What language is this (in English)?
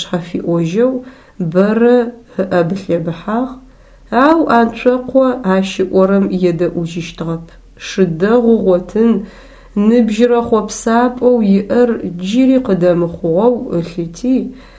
Adyghe